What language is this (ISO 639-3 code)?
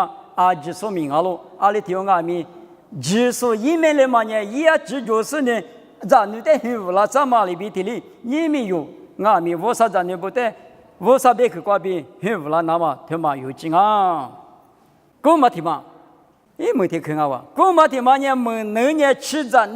lis